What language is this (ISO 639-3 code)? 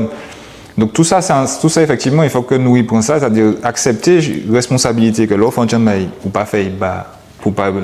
gcf